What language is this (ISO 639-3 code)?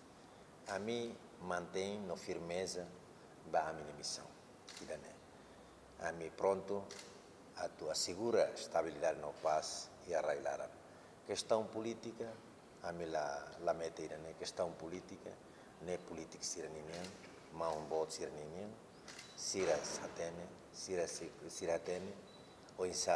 tet